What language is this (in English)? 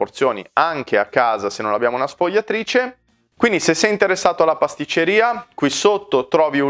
Italian